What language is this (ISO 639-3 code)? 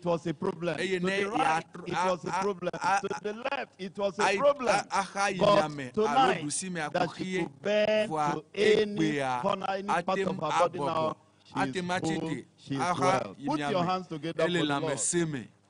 ewe